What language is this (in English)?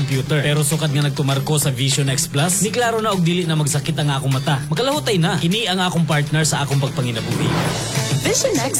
Cebuano